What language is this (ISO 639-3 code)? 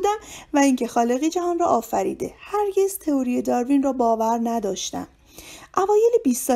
fas